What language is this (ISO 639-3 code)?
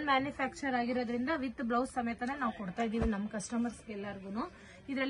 kan